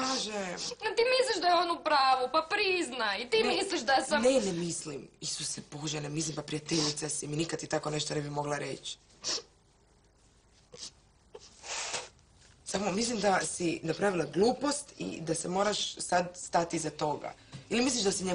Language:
Croatian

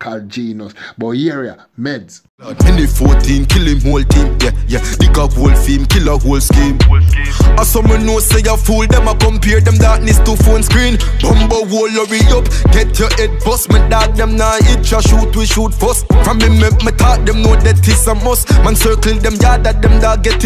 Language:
Jamaican Creole English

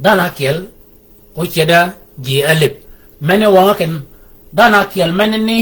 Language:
Shilluk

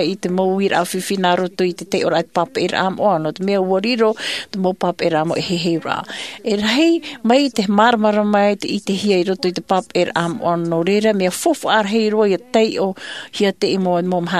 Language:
Tahitian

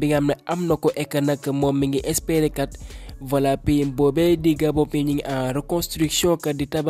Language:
Wolof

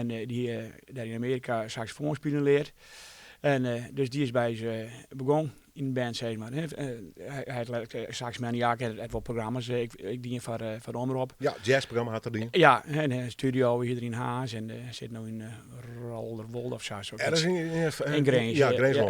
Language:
Western Frisian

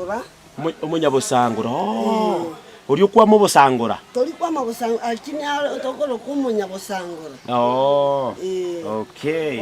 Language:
Gusii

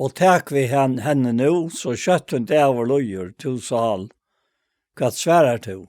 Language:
Faroese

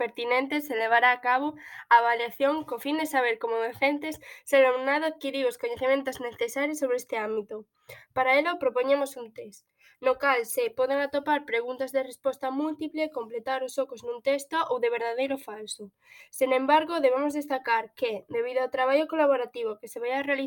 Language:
Galician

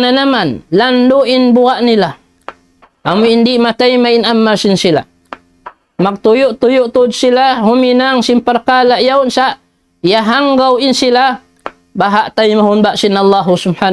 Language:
Tausug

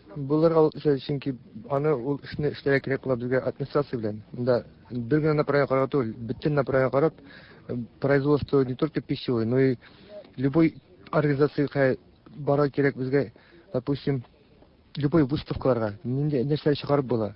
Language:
Tatar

